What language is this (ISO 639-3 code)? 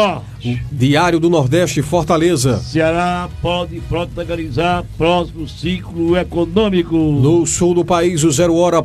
por